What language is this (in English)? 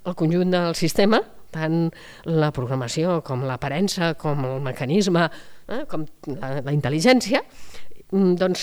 Catalan